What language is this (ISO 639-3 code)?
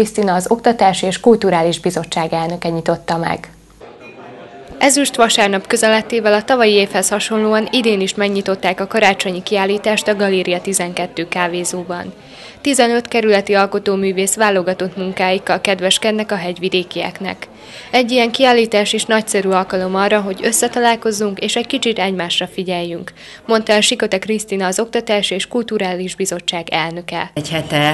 hun